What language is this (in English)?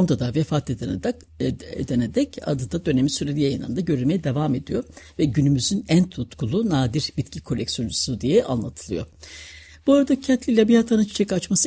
Turkish